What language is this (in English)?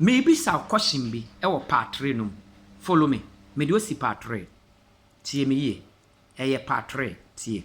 Akan